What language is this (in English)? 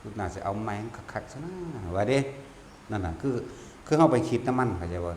Northeastern Thai